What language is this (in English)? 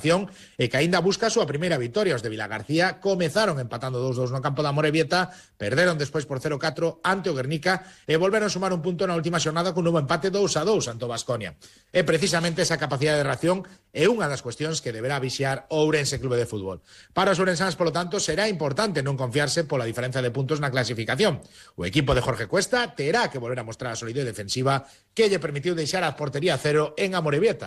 Galician